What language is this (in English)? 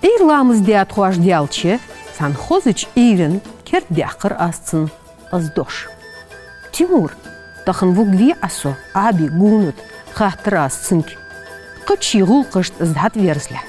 Ingush